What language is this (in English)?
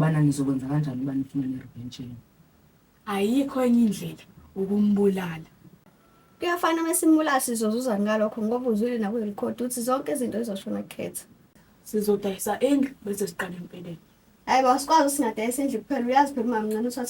Zulu